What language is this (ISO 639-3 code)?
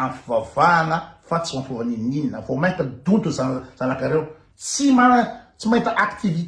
mlg